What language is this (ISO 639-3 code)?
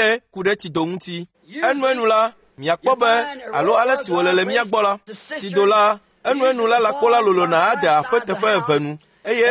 ewe